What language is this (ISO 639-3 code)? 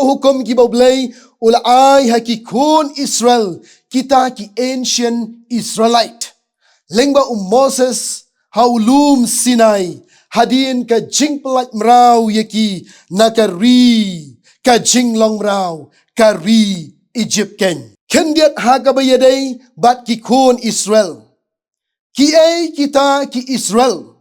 kha